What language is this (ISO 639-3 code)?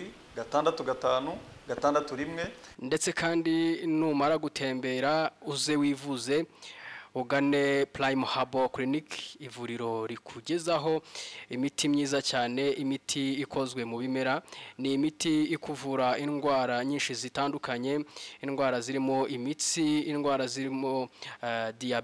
kin